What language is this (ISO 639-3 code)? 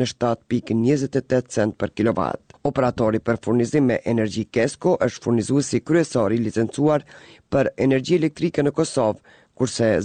sqi